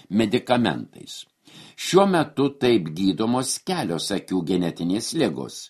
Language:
Lithuanian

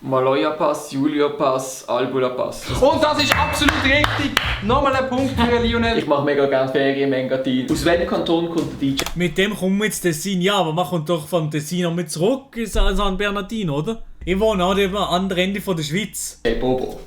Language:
Swiss German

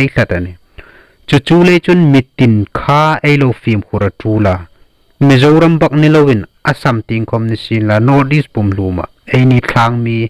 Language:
Hmar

